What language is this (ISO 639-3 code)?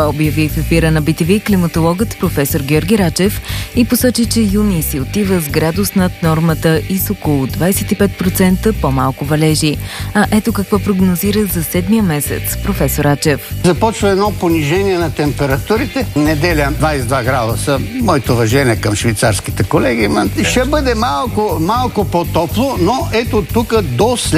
bul